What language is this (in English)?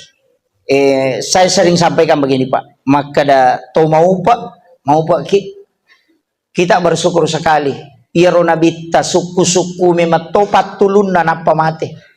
Buginese